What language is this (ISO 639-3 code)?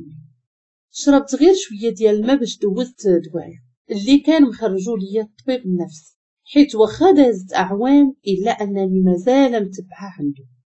ary